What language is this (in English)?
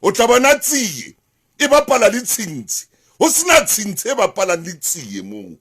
Southern Sotho